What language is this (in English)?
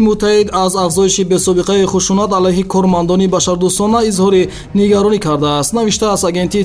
Tajik